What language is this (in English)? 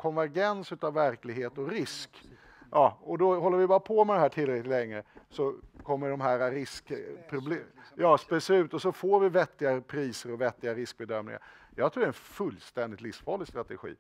Swedish